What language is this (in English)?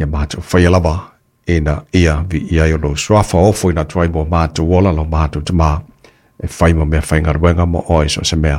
Samoan